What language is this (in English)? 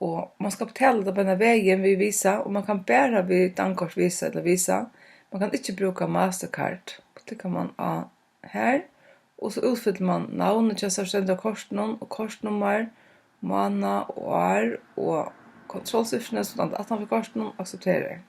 Faroese